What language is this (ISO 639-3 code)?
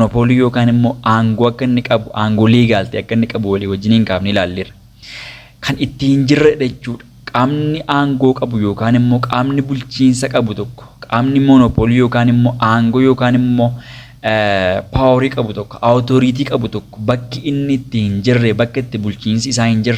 orm